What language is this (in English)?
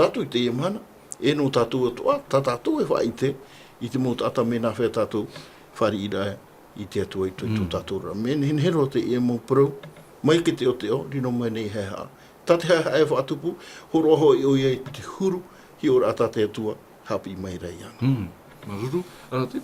Tahitian